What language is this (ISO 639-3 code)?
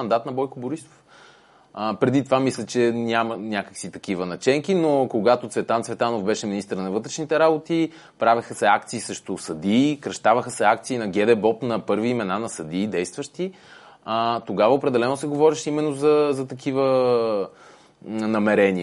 bul